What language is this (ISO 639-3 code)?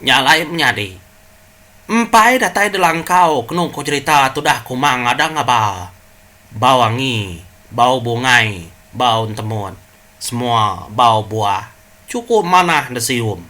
iba